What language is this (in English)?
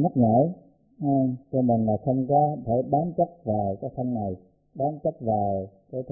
Vietnamese